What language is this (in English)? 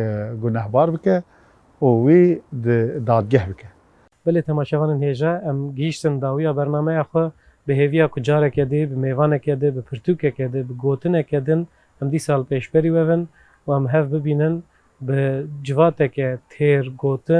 Kurdish